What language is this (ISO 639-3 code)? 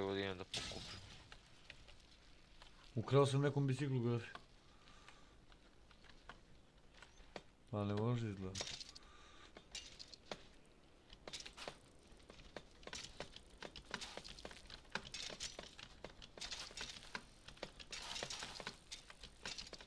hrv